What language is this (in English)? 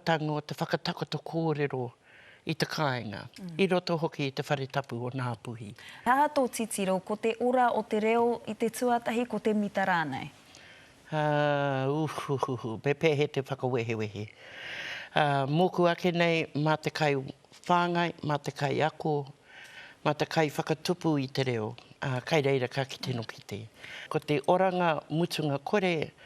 Māori